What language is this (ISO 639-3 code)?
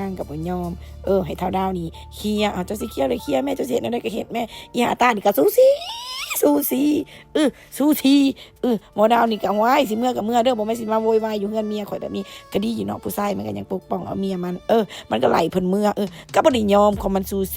lao